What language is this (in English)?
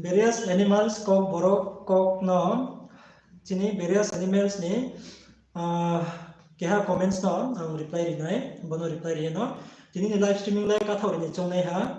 Riang (India)